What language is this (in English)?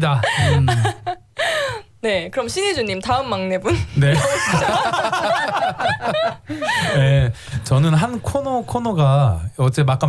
Korean